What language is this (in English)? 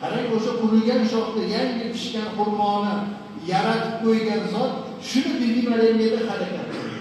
Uzbek